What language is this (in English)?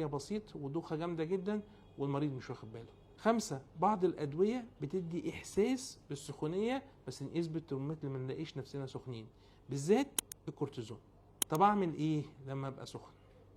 Egyptian Arabic